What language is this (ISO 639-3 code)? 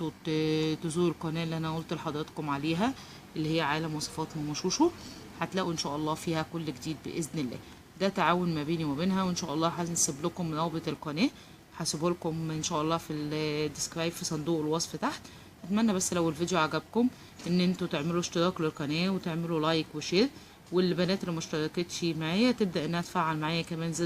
arz